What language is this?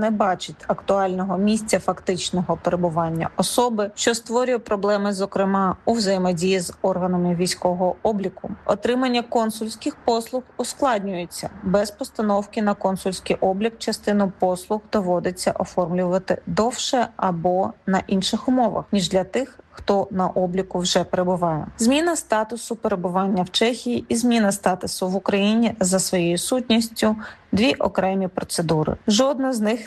Ukrainian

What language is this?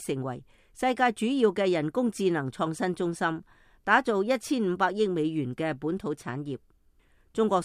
Cantonese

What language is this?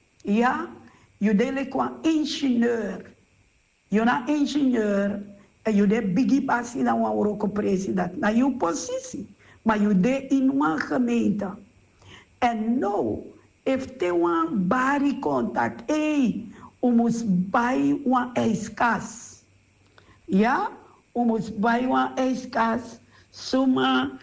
Sranan Tongo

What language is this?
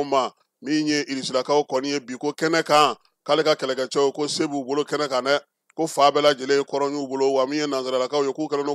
Bambara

